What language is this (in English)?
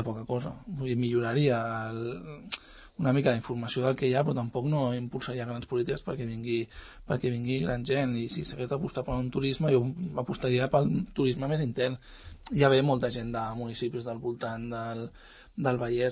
Catalan